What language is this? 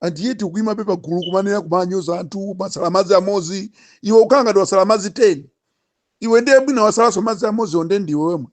Nyanja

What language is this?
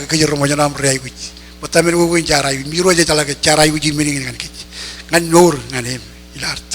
Marshallese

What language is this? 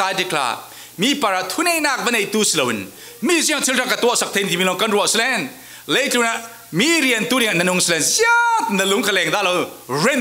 Falam Chin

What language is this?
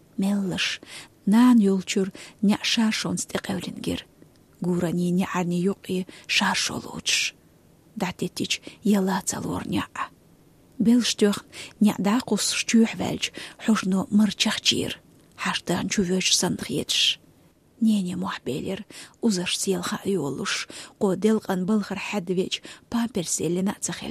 Chechen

